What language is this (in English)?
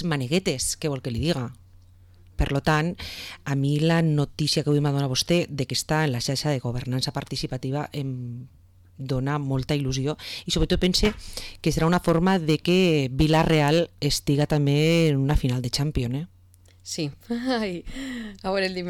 Catalan